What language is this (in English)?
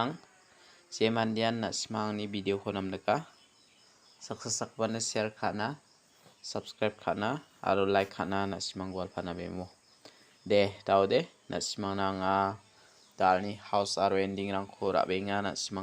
Garo